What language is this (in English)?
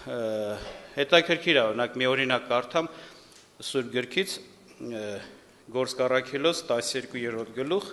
Armenian